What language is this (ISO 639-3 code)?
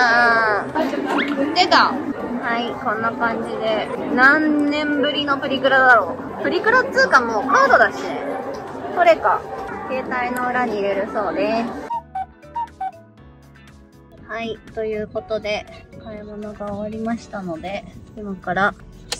jpn